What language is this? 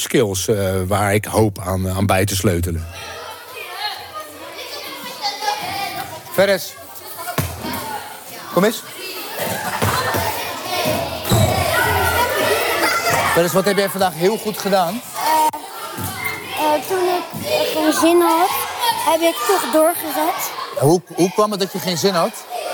Dutch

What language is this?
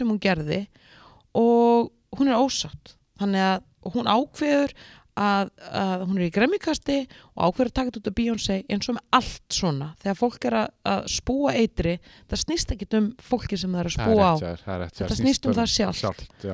Icelandic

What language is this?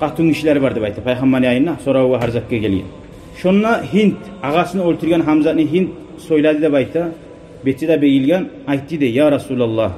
Kumyk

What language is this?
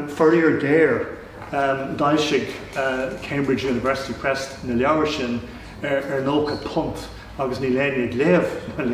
Irish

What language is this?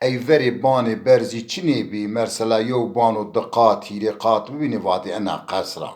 Zaza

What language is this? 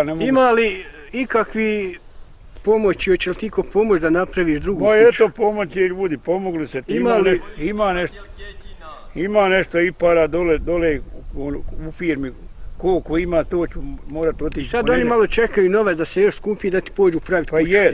Bosnian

